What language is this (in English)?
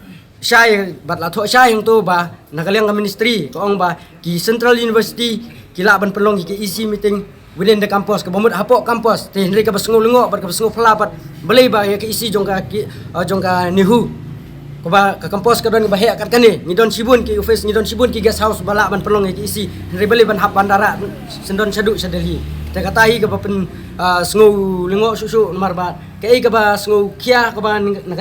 Khasi